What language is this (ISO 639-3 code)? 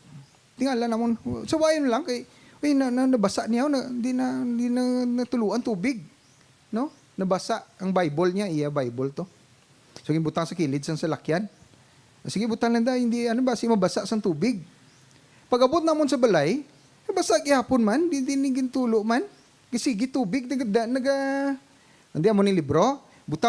hil